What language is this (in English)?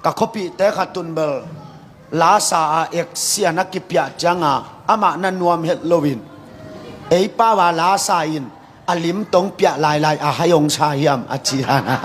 Tedim Chin